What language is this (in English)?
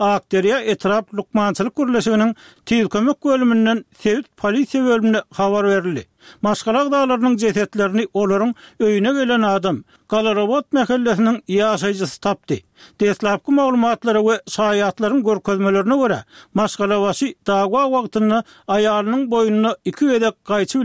Turkmen